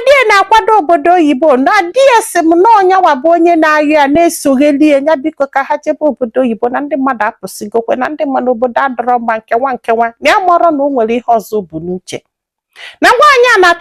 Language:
Igbo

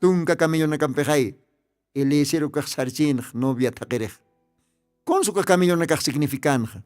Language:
Aymara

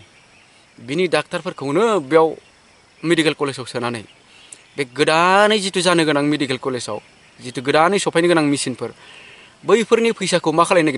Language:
Bodo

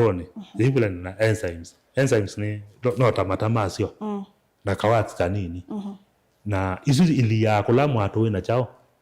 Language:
Kamba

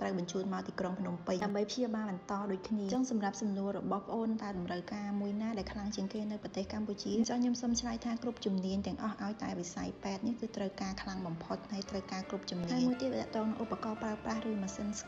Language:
Khmer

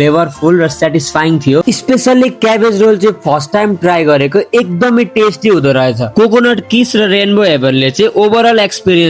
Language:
Nepali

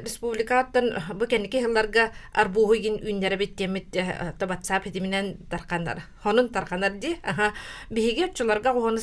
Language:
Yakut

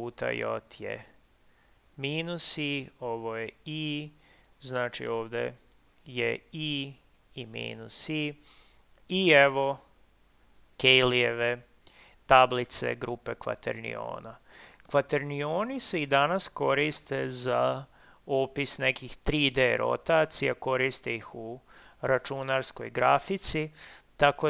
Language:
Serbian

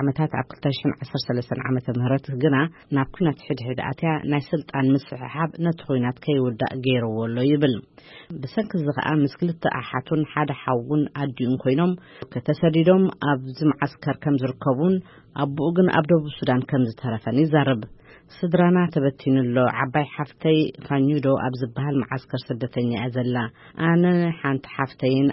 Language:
Tigrinya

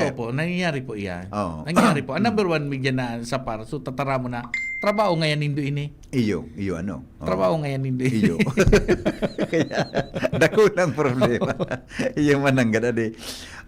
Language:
Bikol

